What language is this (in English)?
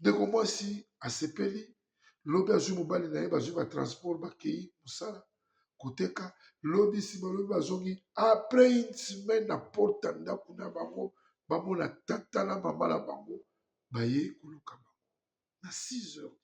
Lingala